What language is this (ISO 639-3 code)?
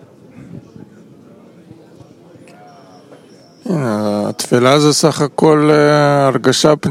heb